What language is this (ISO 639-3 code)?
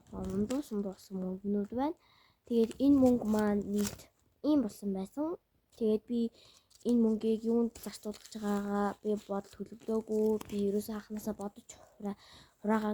mon